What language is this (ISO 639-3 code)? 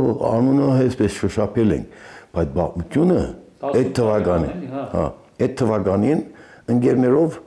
hye